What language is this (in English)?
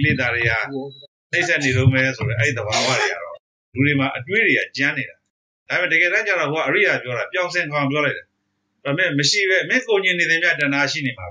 Burmese